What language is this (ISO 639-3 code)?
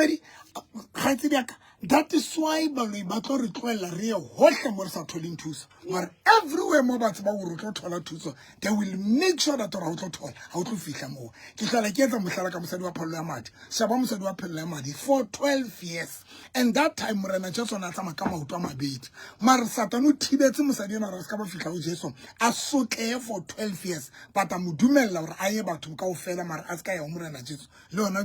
sot